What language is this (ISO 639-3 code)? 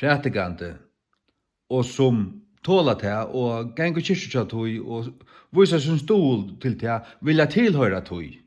fao